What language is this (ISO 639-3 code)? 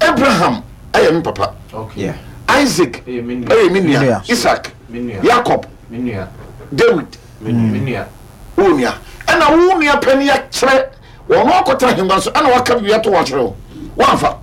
aka